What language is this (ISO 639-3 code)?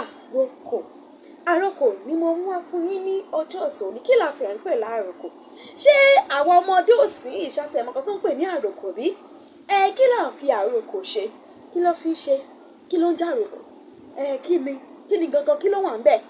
yor